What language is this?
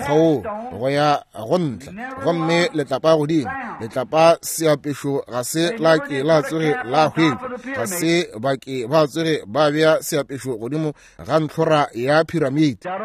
Northern Sotho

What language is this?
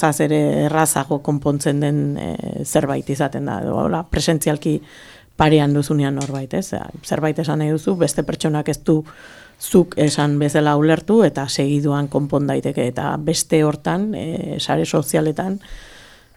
Basque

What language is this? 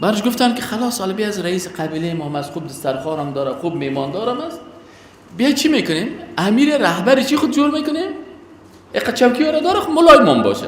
Persian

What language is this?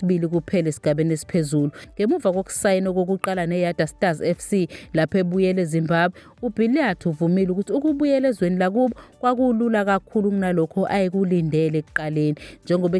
Zulu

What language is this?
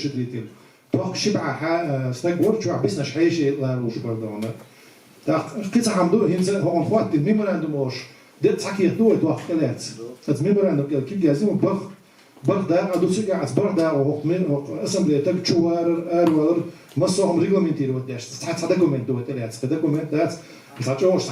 Chechen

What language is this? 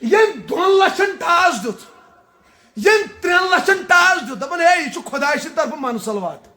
Kashmiri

